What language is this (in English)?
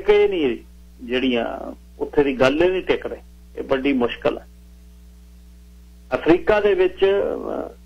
Punjabi